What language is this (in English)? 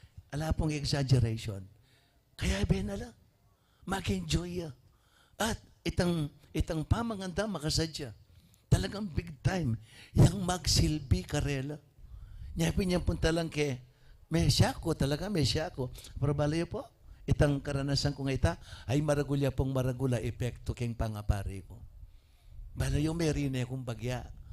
Pampanga